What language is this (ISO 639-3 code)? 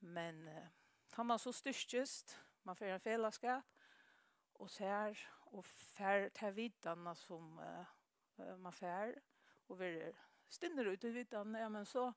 fao